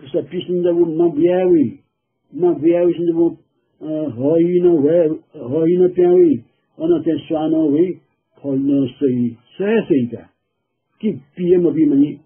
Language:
Newari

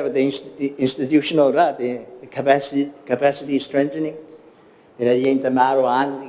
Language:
Gilbertese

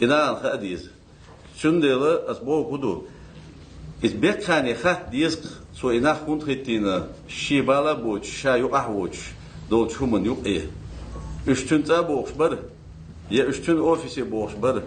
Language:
Ingush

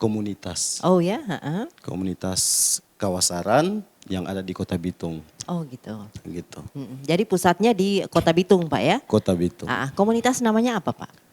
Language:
Manado Malay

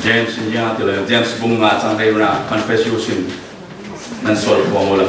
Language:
Falam Chin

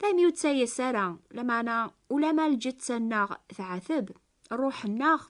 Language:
Kabyle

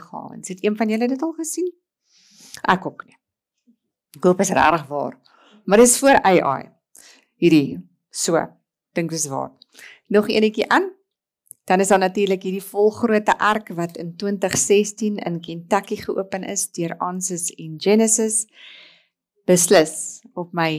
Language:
Afrikaans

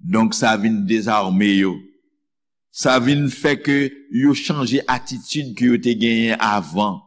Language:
Haitian Creole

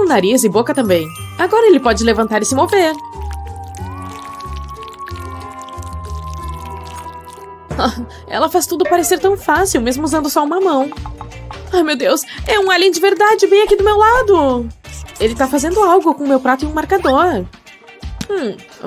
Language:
Portuguese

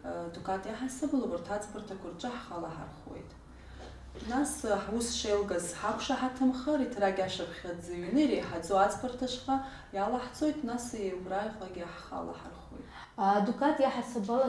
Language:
Abkhazian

